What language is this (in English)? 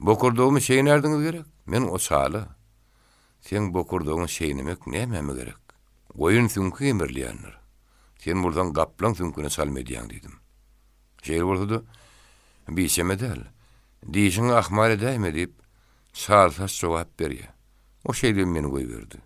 Turkmen